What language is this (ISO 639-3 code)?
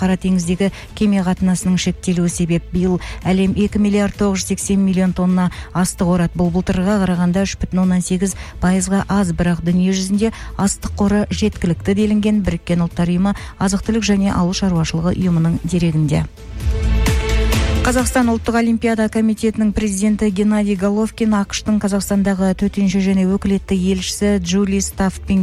kaz